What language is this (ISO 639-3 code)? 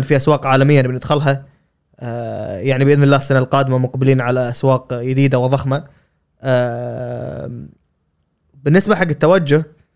afb